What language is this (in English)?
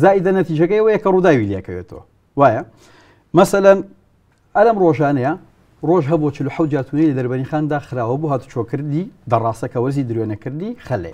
Central Kurdish